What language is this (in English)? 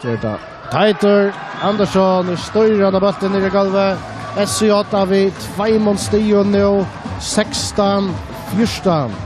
Faroese